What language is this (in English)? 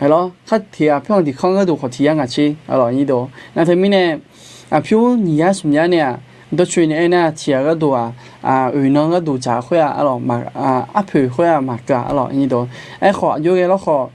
Akha